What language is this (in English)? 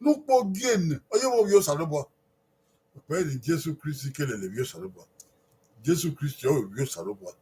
Bini